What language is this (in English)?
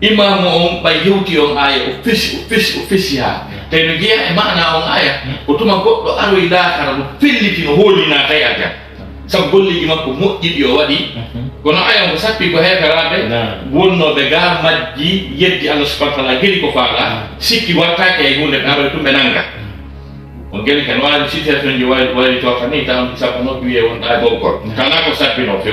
Fula